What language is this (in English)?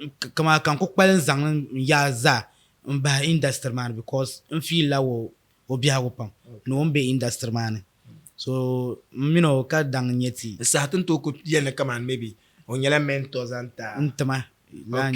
Dagbani